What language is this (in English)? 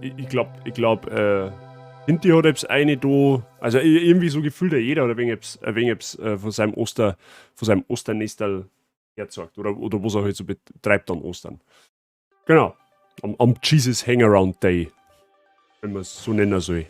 Bavarian